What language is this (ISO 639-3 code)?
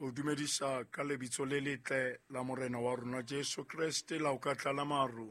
sot